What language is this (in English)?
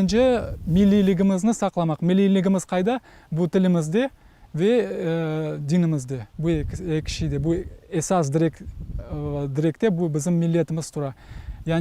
Crimean Tatar